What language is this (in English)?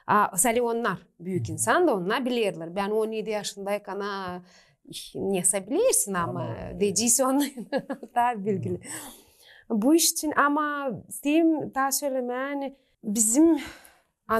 Gagauz